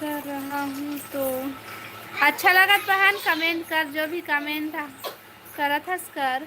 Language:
Chhattisgarhi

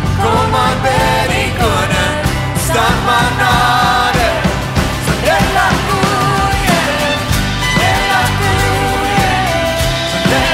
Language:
Afrikaans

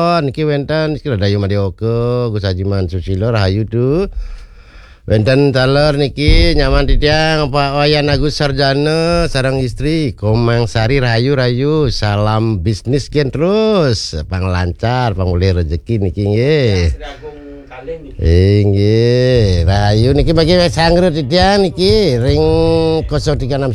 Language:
Balinese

